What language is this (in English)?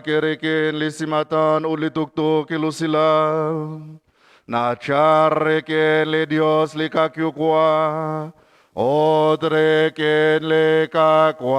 Kekchí